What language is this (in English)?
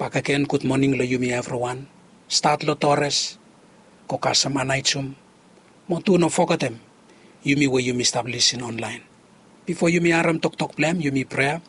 Bislama